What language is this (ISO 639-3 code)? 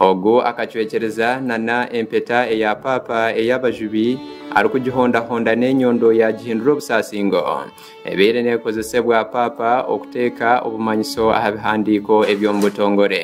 nyn